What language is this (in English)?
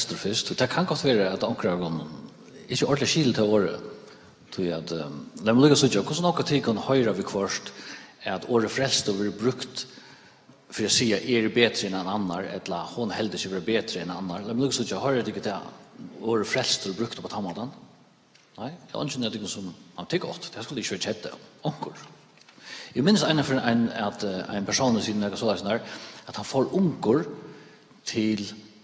Faroese